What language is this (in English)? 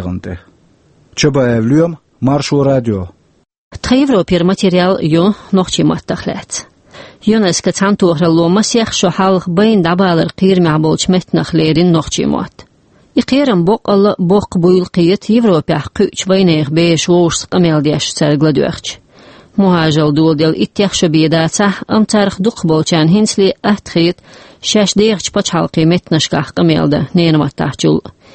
Chechen